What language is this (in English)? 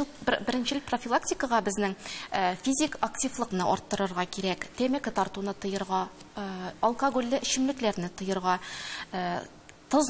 Tatar